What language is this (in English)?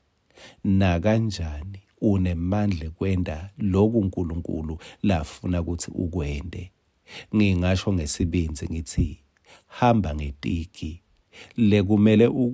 Swati